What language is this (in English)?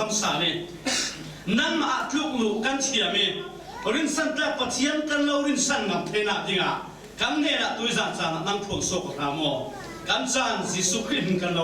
Falam Chin